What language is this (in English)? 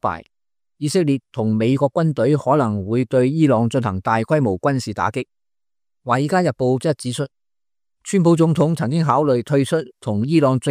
Cantonese